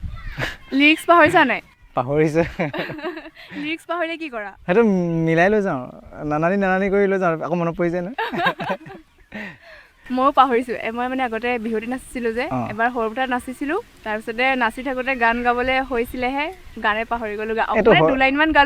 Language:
Assamese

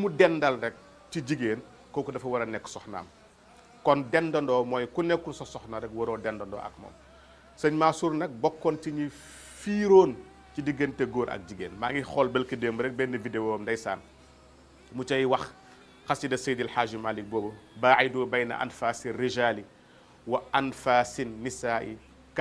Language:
Wolof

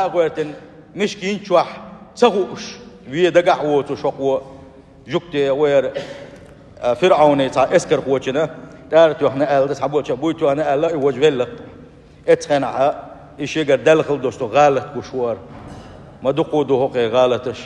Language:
Chechen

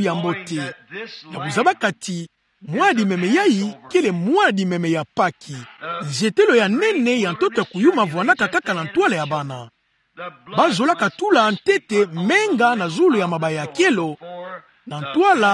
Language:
Kituba (Democratic Republic of Congo)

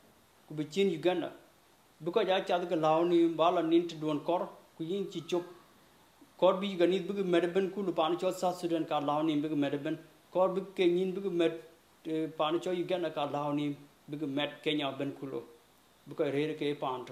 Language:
Dinka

